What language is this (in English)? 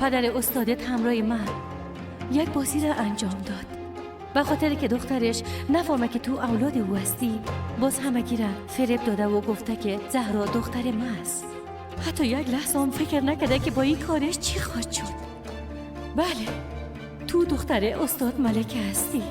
Persian